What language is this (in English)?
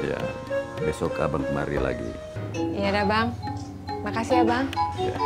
Betawi